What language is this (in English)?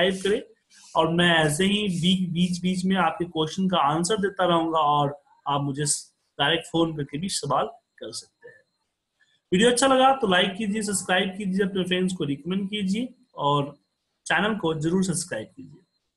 Hindi